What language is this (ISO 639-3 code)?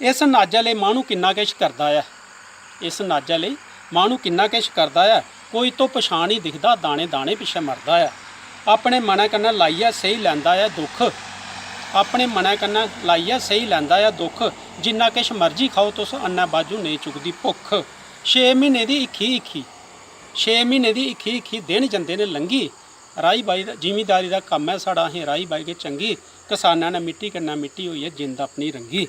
doi